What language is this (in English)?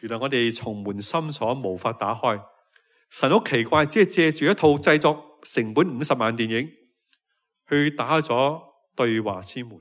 Cantonese